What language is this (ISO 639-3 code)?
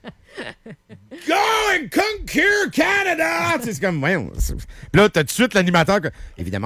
fra